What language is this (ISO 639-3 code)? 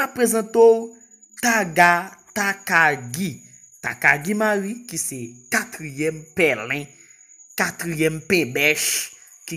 hat